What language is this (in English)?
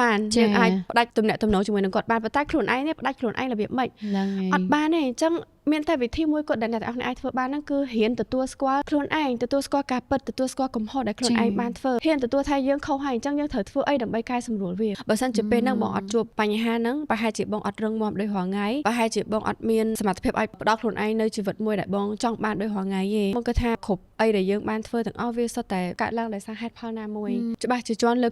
Khmer